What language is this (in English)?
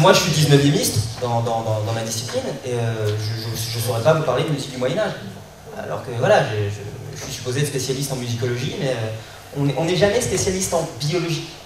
French